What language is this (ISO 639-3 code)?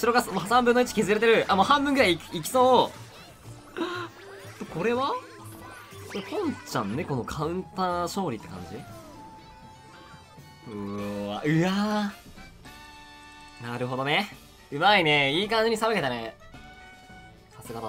jpn